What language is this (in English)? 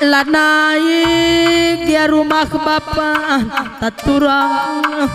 Batak Karo